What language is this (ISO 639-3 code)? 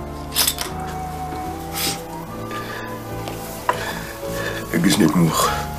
afr